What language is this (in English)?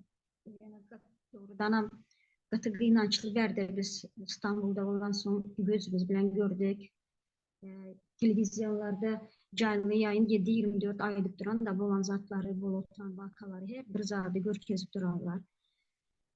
Turkmen